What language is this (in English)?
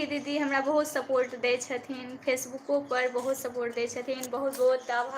Maithili